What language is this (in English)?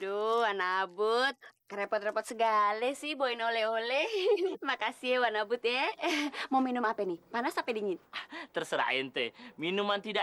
Betawi